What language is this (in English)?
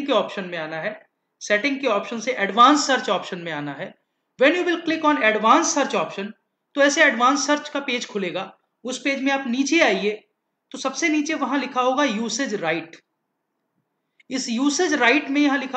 Hindi